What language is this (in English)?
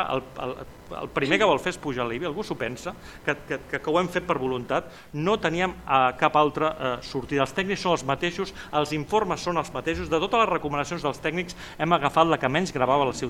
Catalan